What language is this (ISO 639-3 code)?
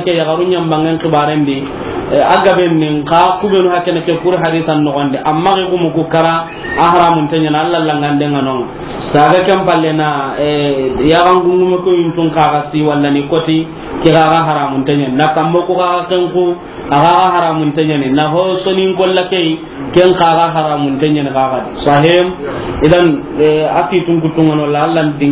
snk